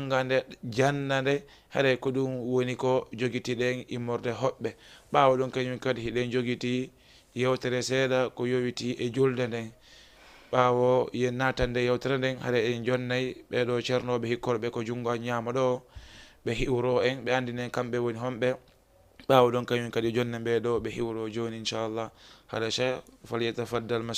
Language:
Fula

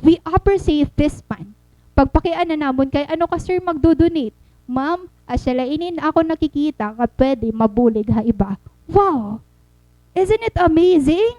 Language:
Waray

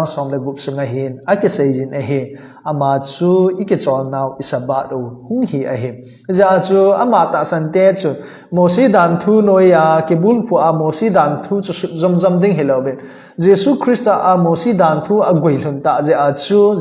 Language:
Thado Chin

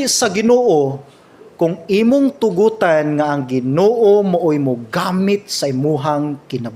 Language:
Cebuano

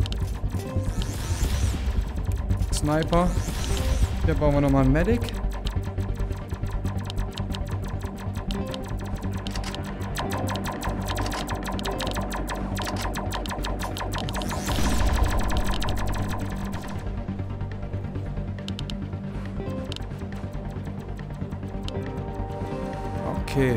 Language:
German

